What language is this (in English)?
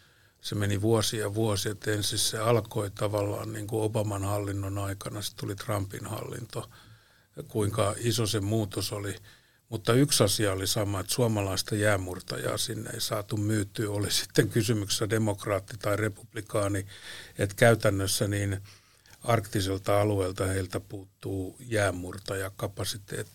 Finnish